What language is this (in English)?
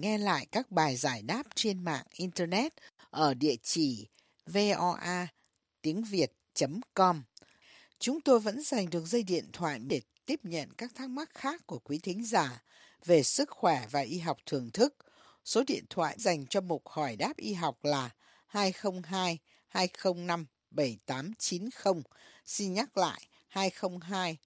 Vietnamese